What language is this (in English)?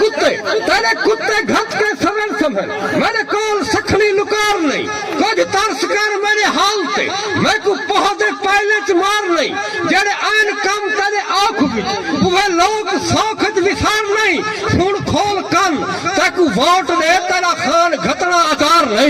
Saraiki